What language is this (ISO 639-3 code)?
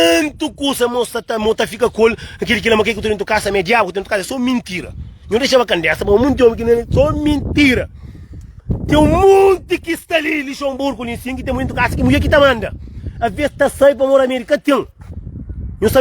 kea